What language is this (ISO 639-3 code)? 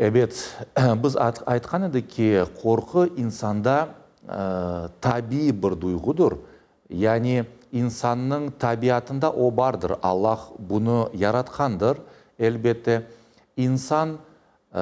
crh